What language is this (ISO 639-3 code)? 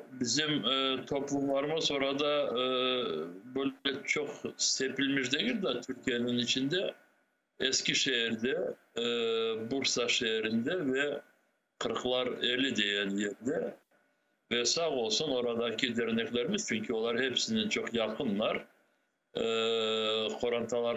crh